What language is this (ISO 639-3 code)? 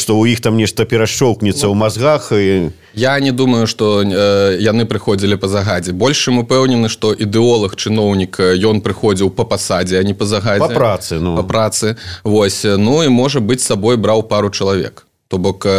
bel